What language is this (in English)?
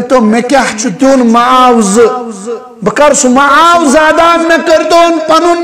Kashmiri